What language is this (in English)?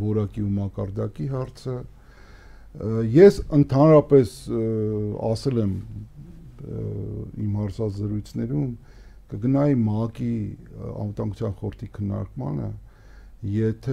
Armenian